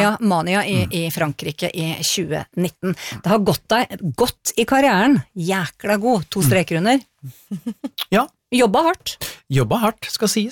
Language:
Norwegian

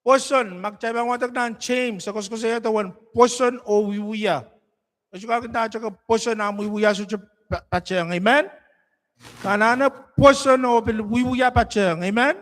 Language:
Pohnpeian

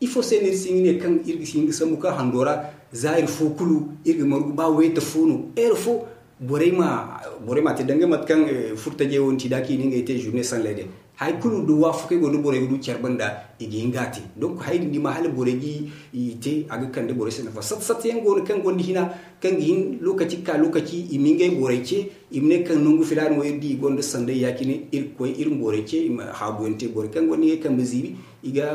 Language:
Zarma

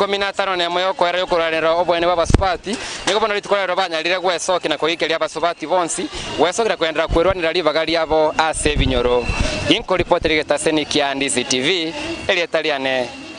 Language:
Gusii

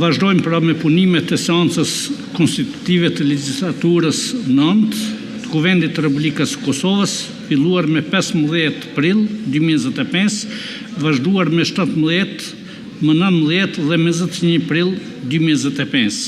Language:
Albanian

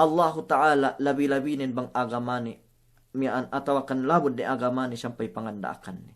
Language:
Yakan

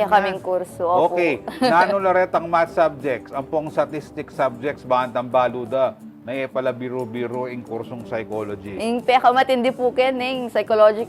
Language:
Pampanga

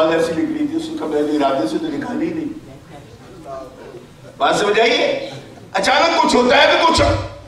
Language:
Urdu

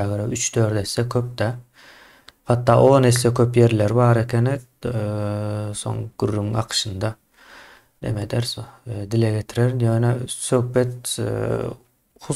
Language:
Turkmen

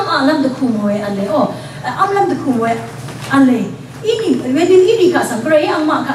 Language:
Rawang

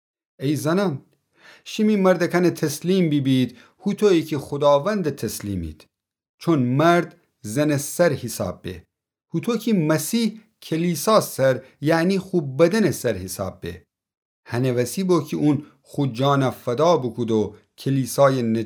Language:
Gilaki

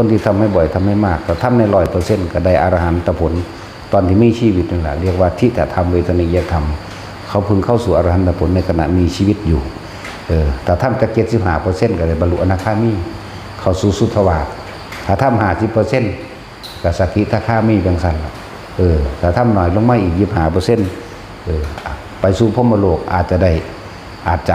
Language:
Lao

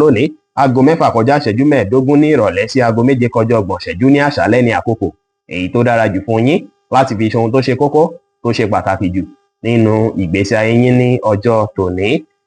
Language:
Yoruba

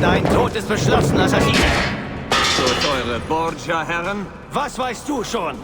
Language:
Bavarian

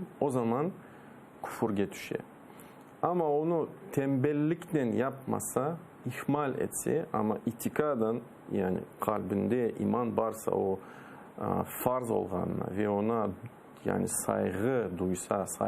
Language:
Crimean Tatar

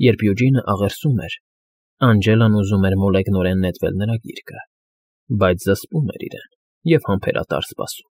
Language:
Armenian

